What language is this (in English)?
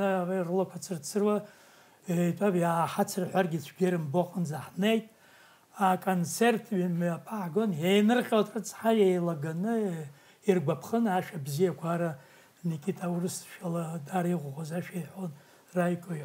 Abkhazian